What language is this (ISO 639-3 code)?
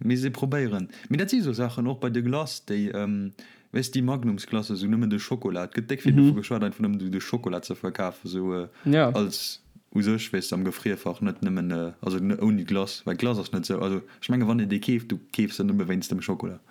ltz